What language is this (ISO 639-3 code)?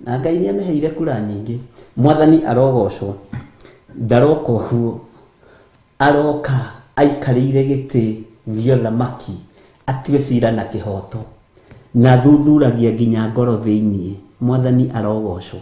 kik